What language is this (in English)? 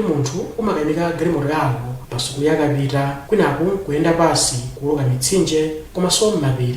Nyanja